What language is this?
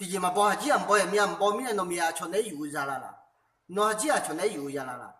Akha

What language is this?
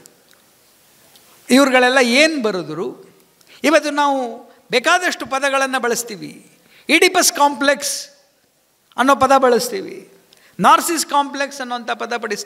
Kannada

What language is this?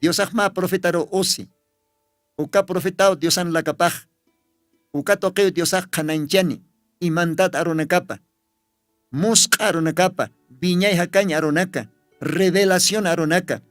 Aymara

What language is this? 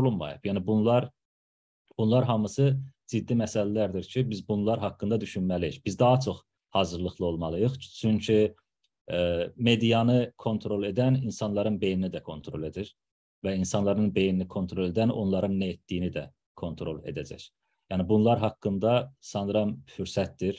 South Azerbaijani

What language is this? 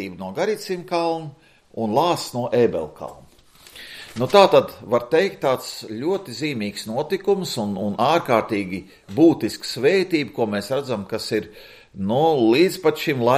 Latvian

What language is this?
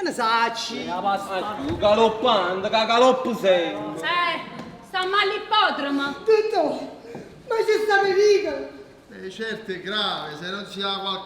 Neapolitan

